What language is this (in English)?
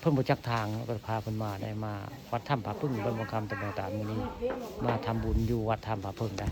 Northeastern Thai